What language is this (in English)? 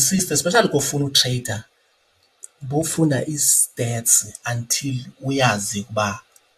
Xhosa